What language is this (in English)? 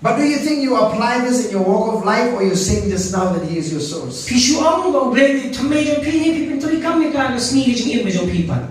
Khasi